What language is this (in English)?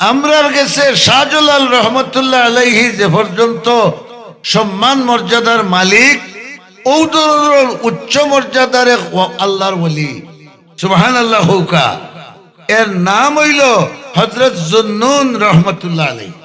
Sylheti